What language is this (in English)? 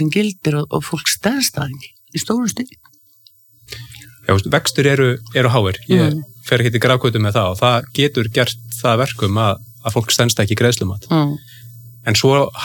Icelandic